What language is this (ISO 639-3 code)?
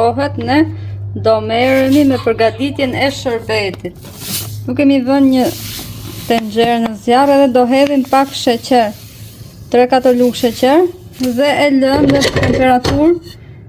sqi